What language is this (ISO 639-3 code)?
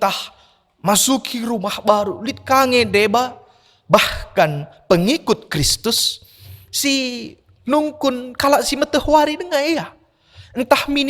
btx